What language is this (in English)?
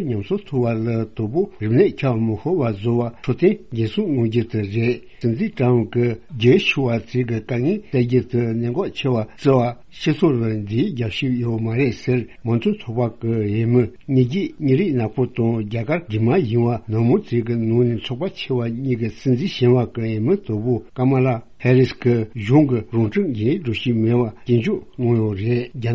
Tibetan